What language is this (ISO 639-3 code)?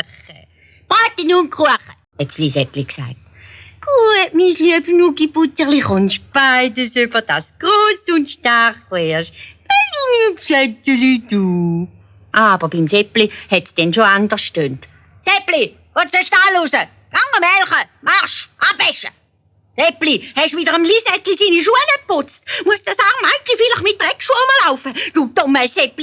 gsw